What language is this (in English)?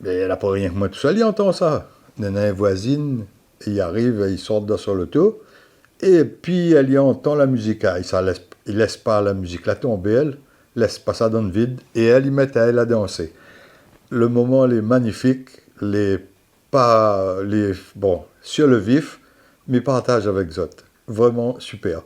Réunion Creole French